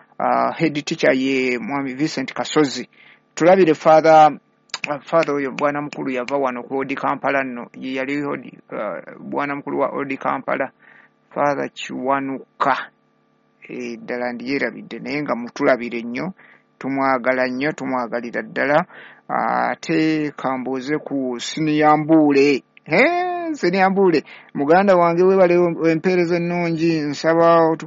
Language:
Ganda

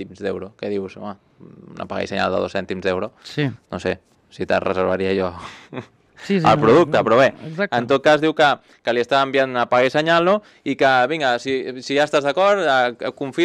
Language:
Catalan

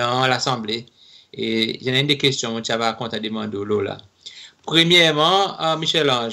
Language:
Seselwa Creole French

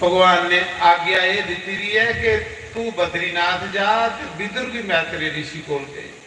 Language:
Dogri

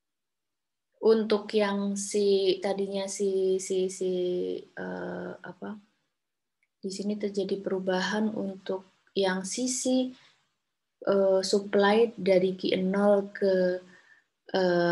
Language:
Indonesian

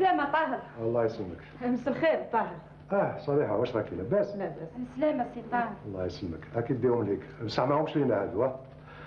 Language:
Algerian Arabic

